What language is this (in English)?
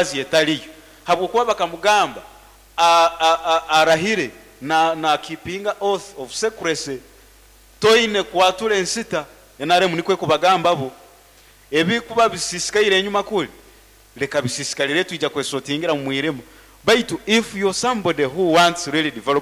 Nyoro